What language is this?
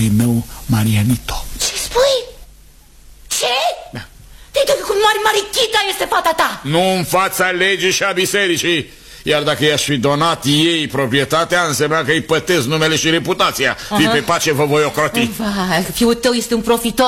Romanian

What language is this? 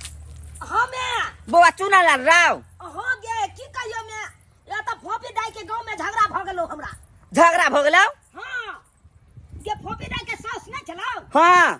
Maithili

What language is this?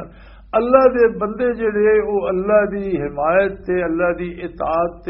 Western Panjabi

